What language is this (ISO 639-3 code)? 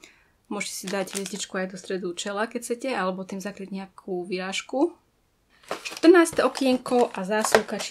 slk